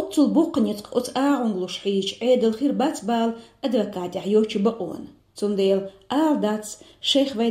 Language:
Chechen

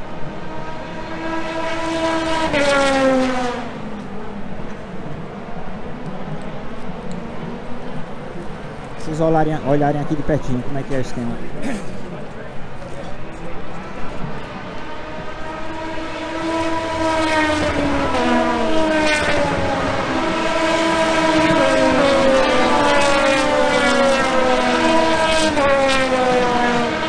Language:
Portuguese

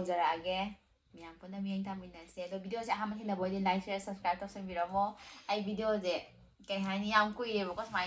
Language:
Manipuri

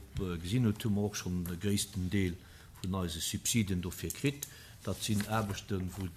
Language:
Luxembourgish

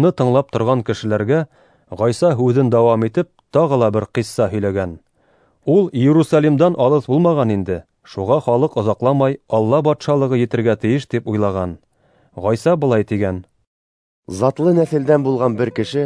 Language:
Bashkir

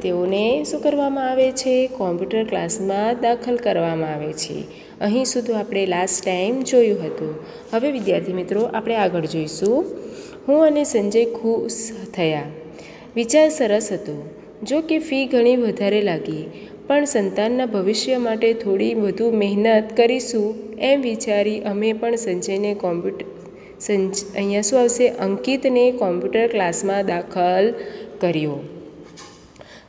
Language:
Gujarati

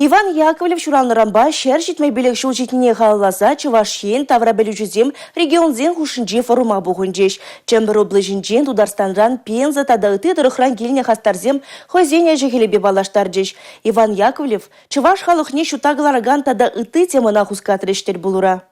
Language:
Chuvash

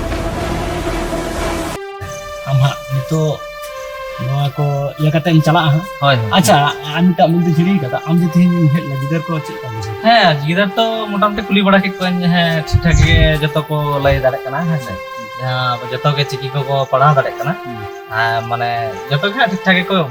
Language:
Santali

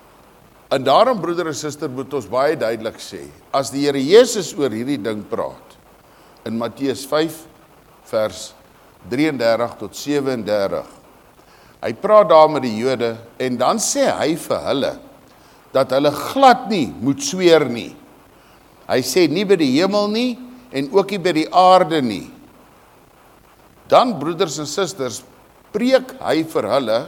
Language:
Afrikaans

